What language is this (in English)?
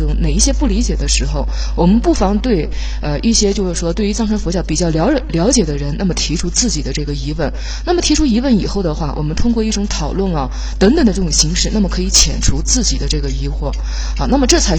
Chinese